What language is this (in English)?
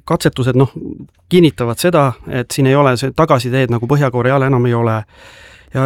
Estonian